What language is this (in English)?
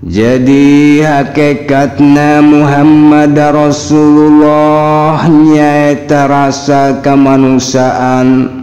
Sundanese